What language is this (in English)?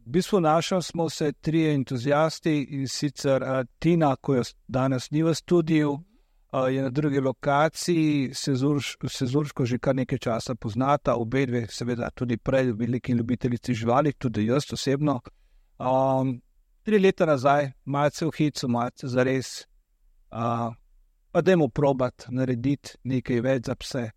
Slovenian